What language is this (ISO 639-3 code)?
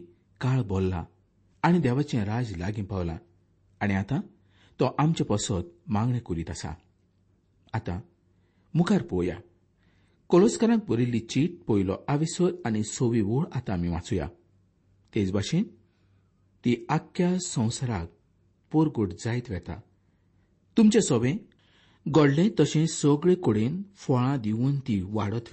kok